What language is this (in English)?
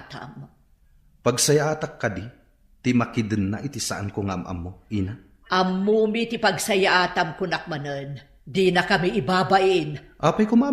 Iloko